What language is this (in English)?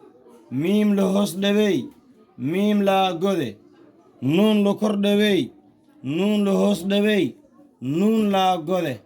Somali